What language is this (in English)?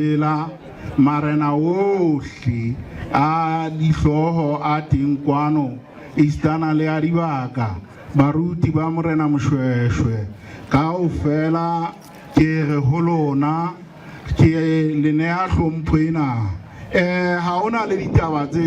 Southern Sotho